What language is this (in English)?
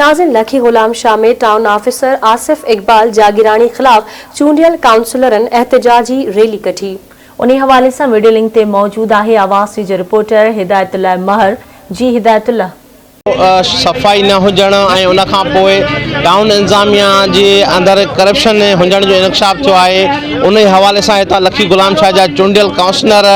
Sindhi